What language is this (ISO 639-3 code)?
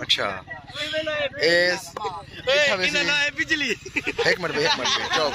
skr